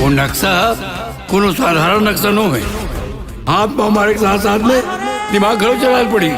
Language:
Chhattisgarhi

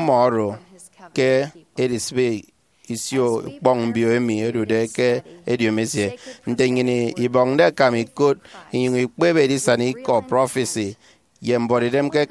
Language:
Efik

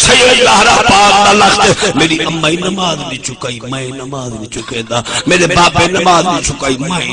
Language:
Saraiki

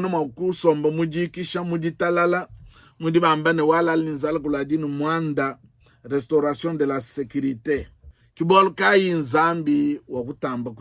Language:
Luba-Lulua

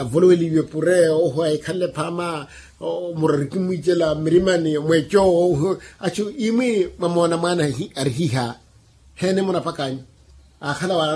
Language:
Makhuwa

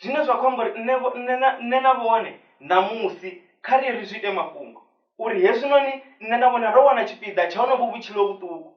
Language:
Venda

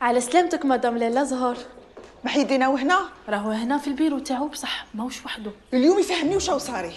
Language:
Algerian Arabic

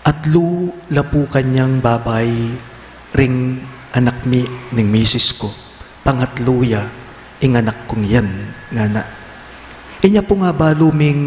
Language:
Pampanga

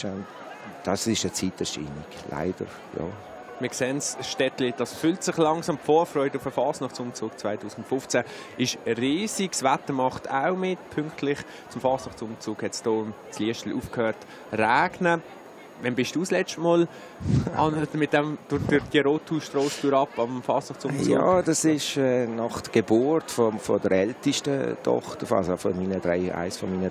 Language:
Swiss German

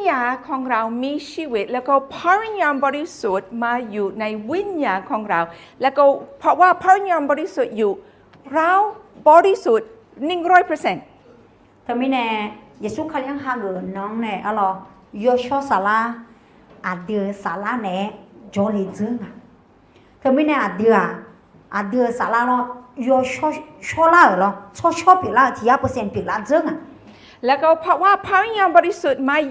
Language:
Akha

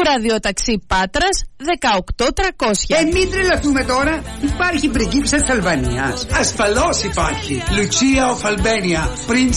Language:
Greek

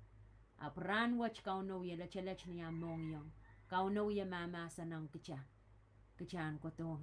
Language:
Pohnpeian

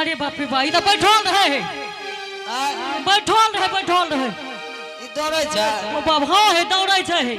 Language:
Angika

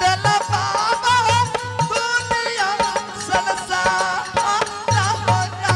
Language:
Angika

